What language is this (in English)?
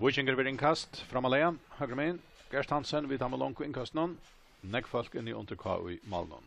Faroese